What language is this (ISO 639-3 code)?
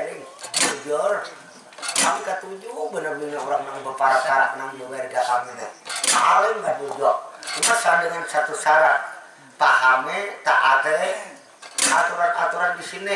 bjn